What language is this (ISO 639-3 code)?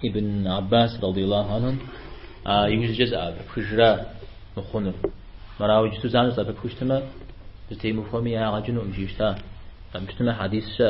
kbd